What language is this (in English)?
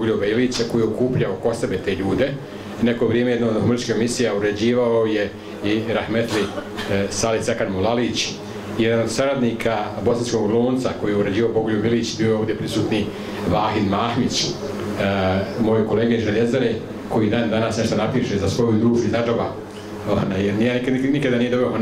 Bosnian